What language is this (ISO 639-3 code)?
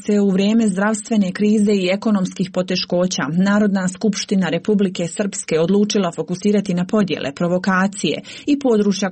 srp